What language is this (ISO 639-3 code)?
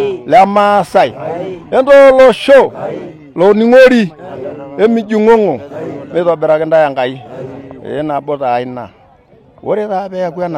mas